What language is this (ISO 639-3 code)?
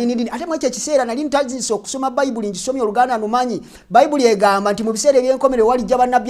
lug